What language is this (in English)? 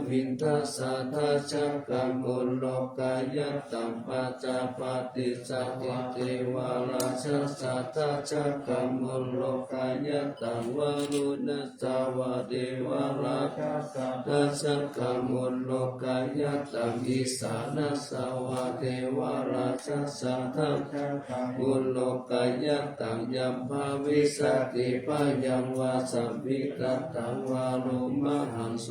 Pali